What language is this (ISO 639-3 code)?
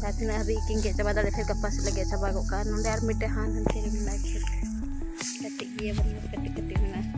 sat